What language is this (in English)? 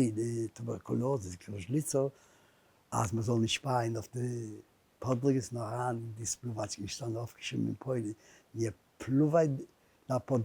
Yiddish